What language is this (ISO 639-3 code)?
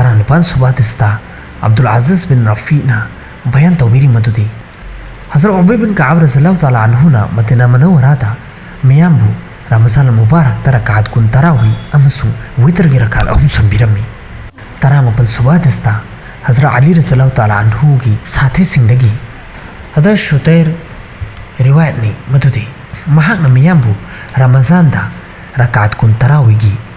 mni